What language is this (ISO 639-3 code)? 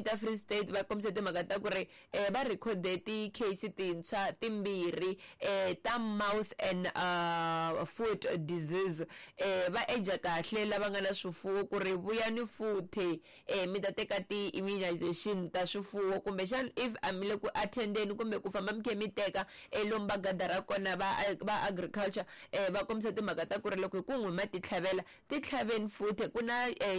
tso